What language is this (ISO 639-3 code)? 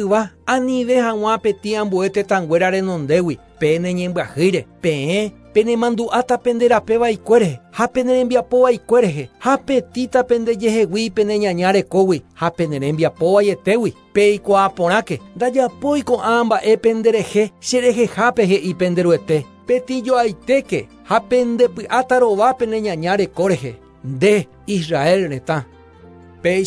grn